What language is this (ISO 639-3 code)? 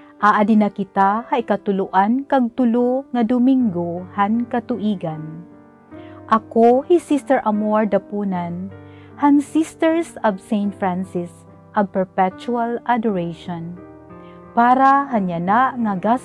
war